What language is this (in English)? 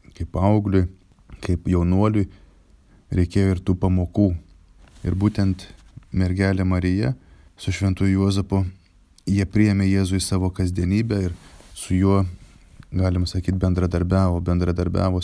Lithuanian